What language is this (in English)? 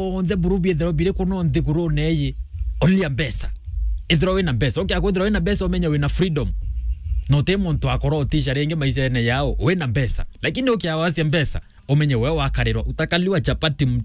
Meru